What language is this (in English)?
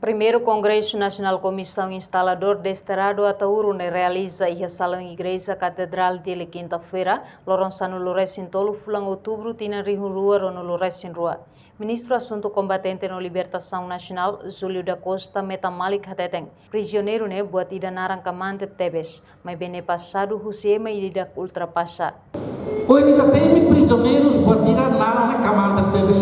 Tetum